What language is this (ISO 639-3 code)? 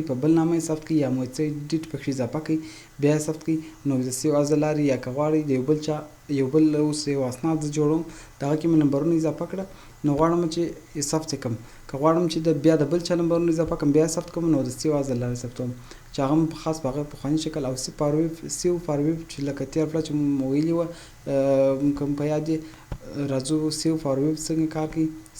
pus